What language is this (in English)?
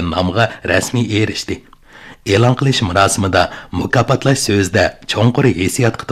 Uyghur